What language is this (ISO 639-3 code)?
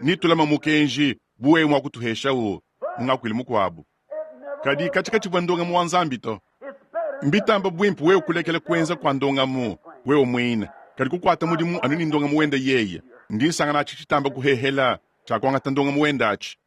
lua